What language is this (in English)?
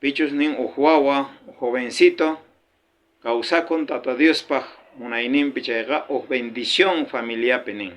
South Bolivian Quechua